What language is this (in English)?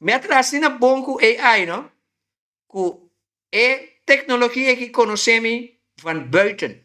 Papiamento